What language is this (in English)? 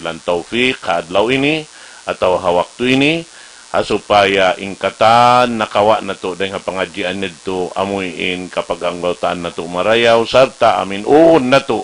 Tausug